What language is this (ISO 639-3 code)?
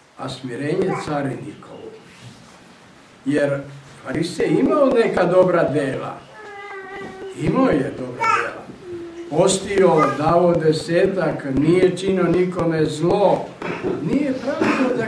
srp